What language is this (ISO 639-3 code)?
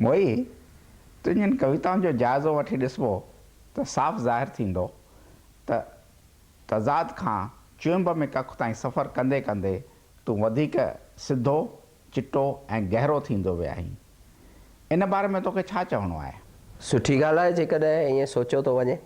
snd